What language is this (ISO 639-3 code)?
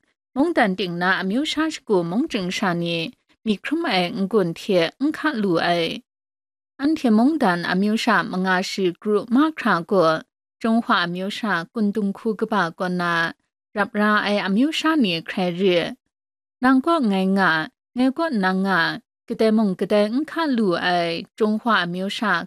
kac